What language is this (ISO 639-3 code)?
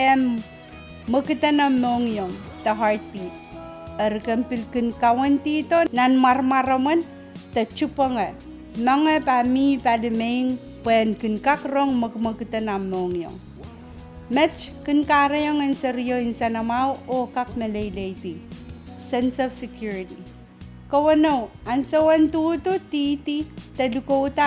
pon